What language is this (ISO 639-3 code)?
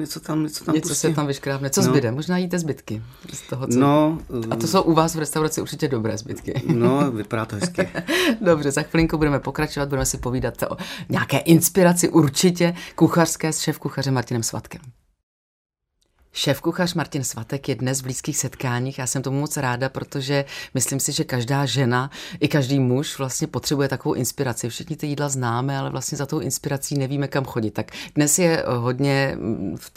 ces